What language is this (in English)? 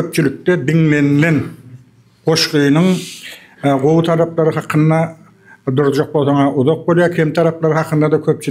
Turkmen